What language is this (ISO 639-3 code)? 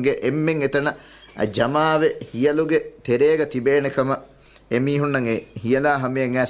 div